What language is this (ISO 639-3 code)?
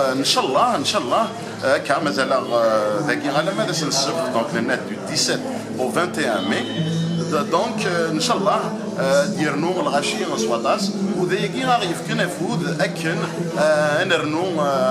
kab